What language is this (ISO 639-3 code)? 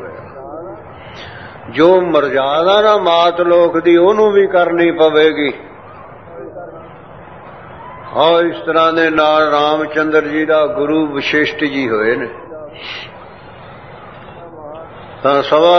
pan